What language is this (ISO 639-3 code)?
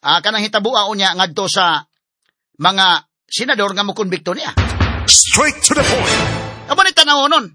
ceb